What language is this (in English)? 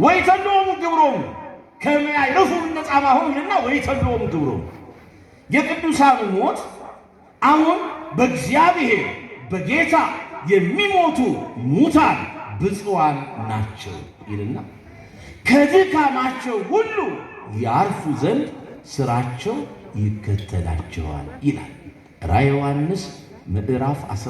Amharic